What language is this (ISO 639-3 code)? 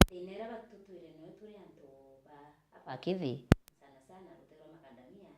mer